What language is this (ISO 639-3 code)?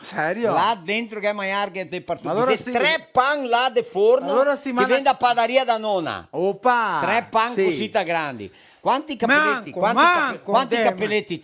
vec